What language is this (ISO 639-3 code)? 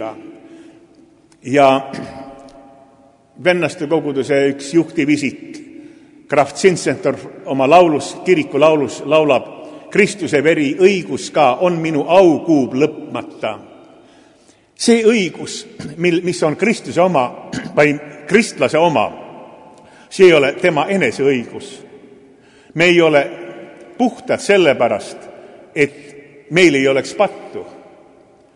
est